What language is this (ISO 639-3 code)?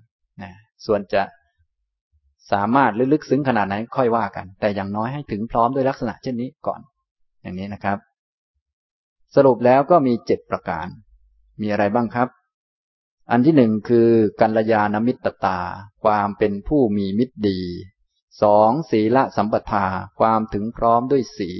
tha